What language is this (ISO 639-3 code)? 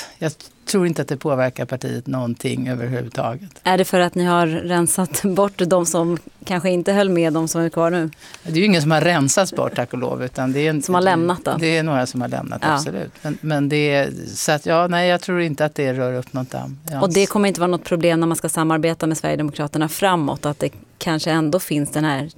swe